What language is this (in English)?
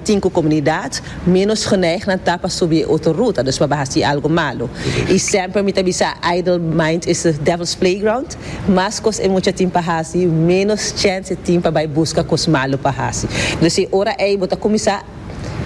Papiamento